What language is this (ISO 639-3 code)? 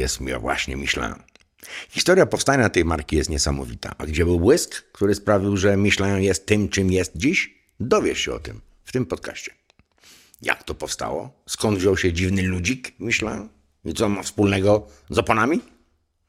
pol